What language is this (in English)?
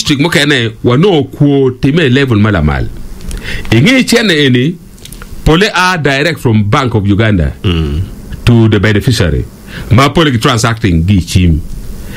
Acoli